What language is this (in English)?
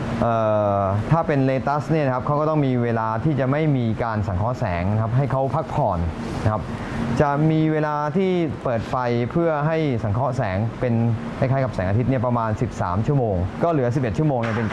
Thai